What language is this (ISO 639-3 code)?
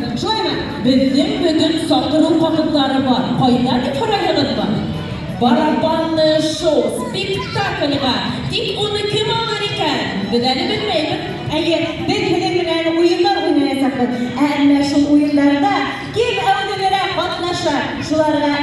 bak